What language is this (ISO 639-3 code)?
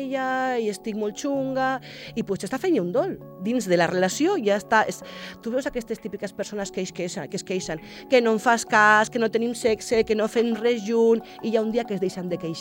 cat